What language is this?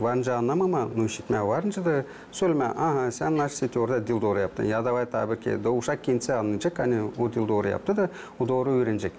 Gagauz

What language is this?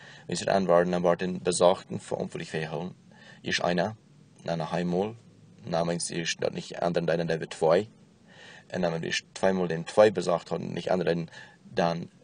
Plautdietsch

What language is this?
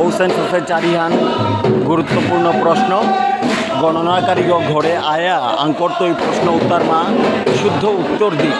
Bishnupriya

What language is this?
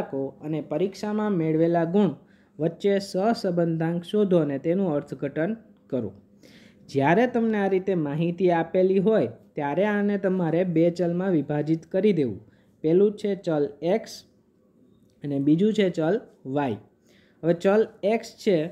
Gujarati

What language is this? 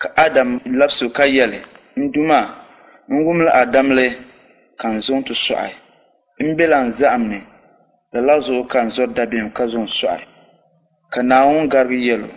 Dagbani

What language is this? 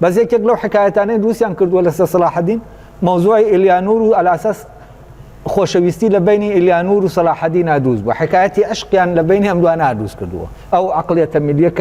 Central Kurdish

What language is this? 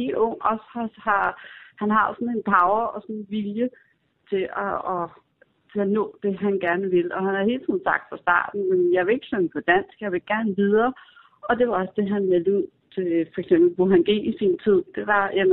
Danish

